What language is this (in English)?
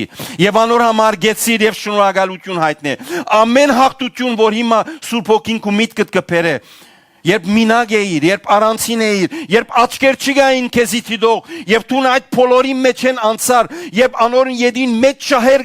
Western Armenian